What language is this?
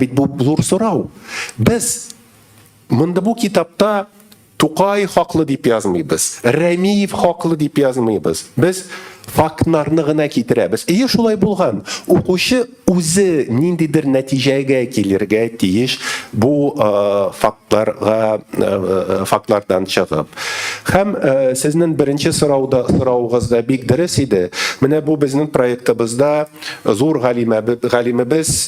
Tatar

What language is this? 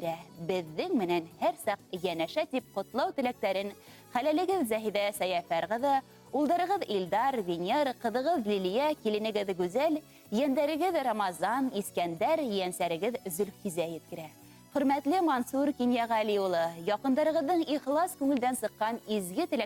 Bashkir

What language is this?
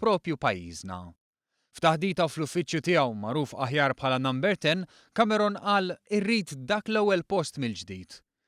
Maltese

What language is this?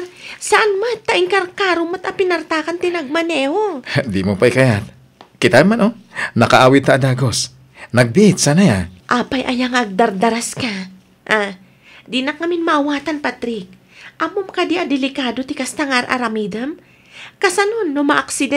Iloko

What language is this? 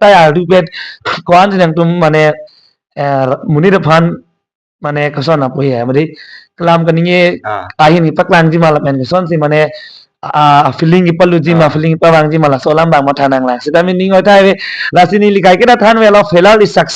Karbi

